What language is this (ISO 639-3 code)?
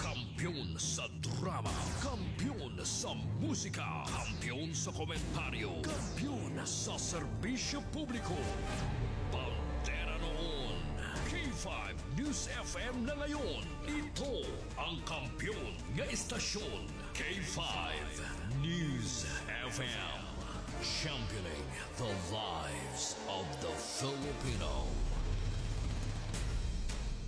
fil